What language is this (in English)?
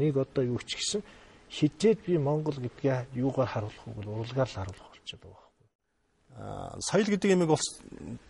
Mongolian